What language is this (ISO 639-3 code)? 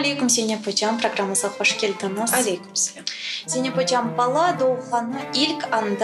crh